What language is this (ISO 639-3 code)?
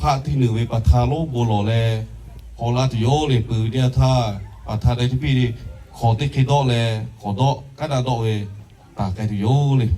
lhu